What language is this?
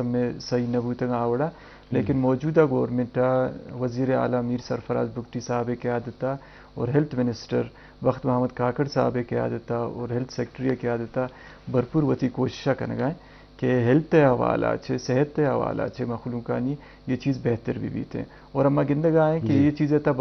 Eastern Balochi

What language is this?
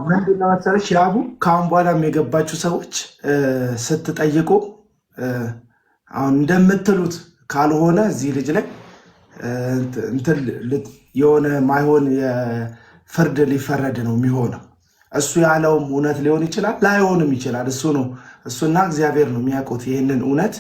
Amharic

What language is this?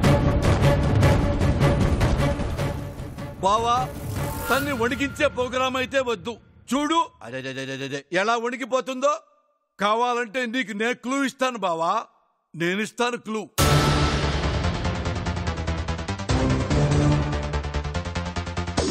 Telugu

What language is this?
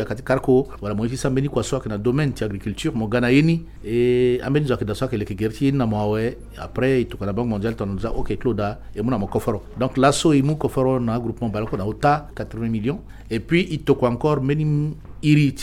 Sango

